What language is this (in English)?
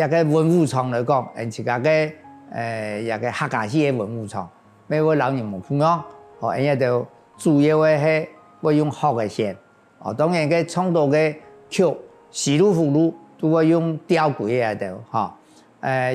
Hakka Chinese